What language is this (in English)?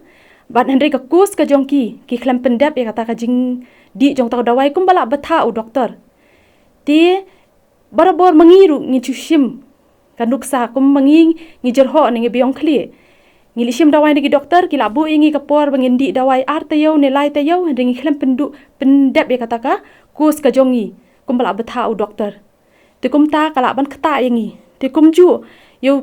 Khasi